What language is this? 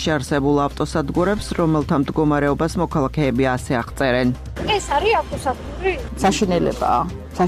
Georgian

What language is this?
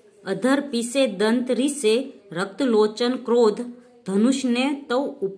Gujarati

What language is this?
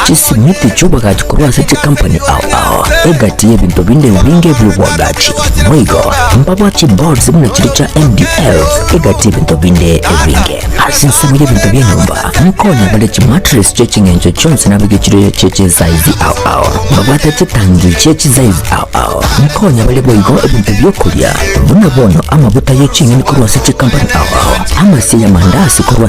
Gusii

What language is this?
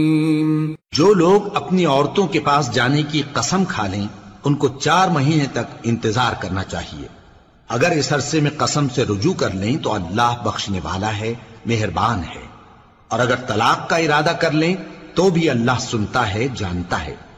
Urdu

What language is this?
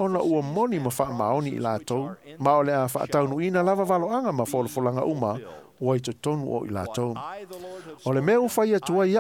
Samoan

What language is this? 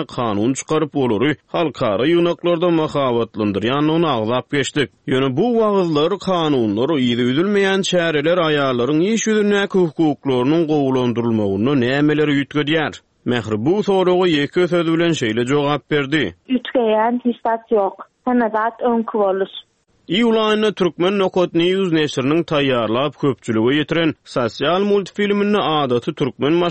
Turkmen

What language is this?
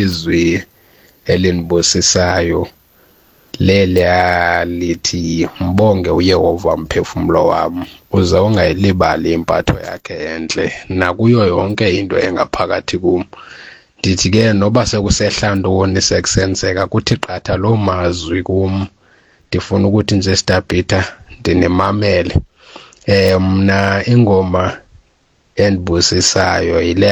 Xhosa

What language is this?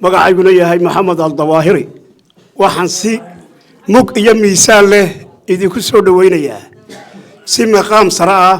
Somali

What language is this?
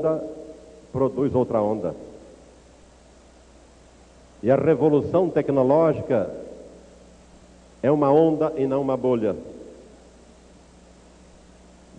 Portuguese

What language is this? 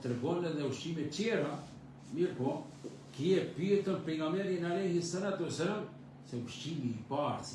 Albanian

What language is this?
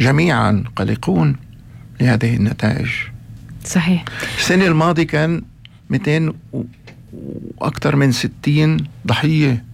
North Levantine Arabic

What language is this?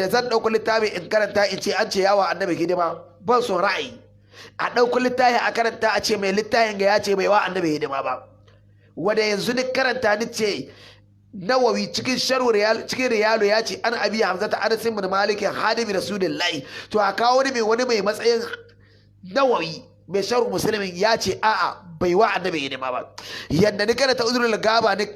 Hausa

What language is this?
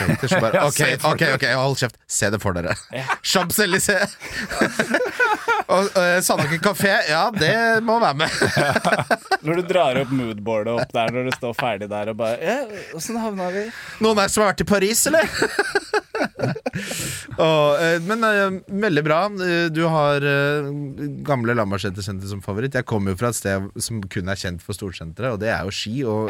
Norwegian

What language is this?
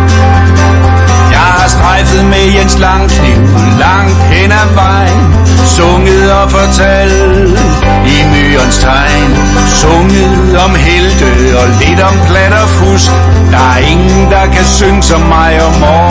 Danish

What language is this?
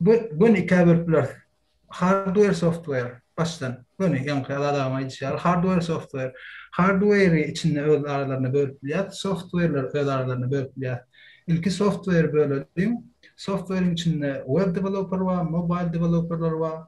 Turkmen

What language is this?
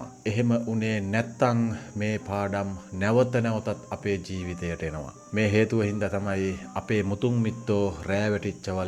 Sinhala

